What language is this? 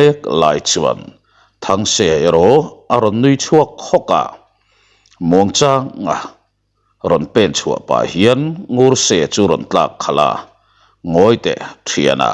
Mizo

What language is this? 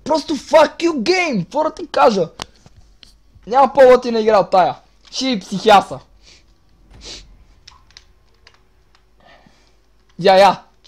Bulgarian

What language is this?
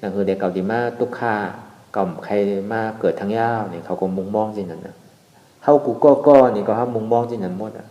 Shan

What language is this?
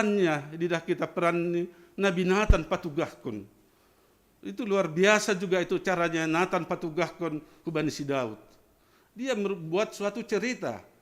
Batak Simalungun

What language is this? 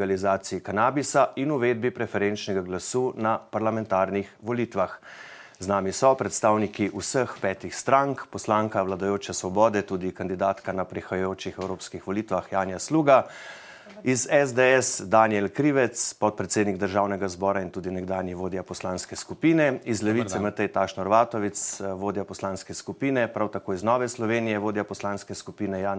Slovenian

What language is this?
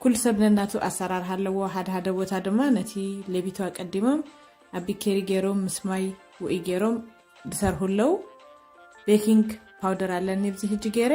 Tigrinya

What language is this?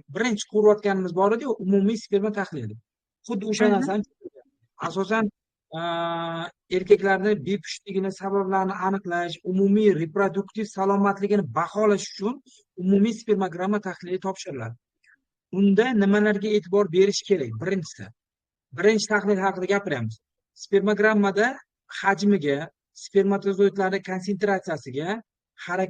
Uzbek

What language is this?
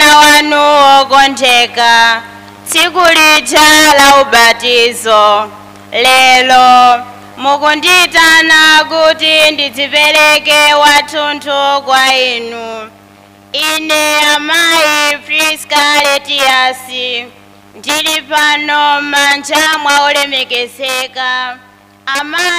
Nyanja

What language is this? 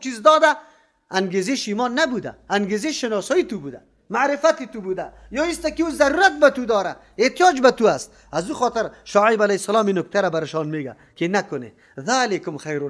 Persian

